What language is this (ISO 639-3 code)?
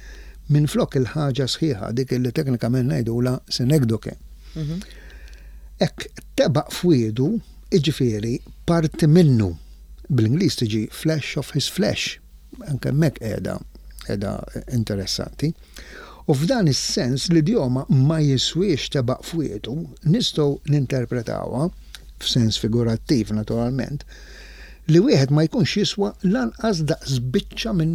mlt